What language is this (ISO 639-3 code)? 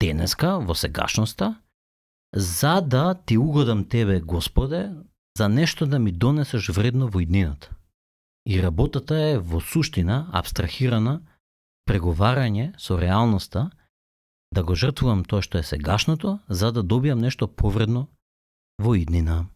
mkd